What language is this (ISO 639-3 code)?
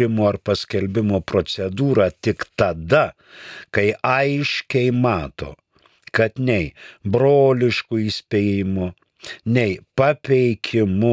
lit